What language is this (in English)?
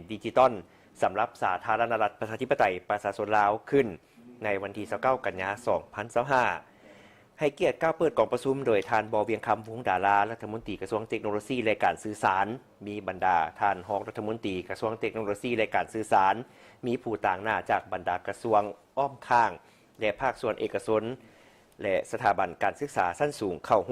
Lao